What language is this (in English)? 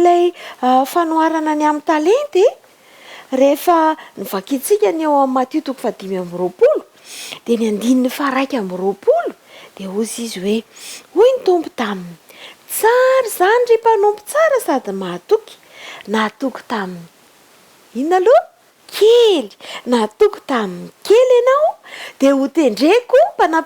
Malagasy